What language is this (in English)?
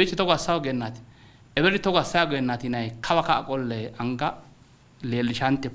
Sidamo